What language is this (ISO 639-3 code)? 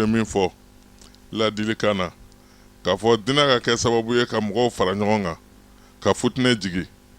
bam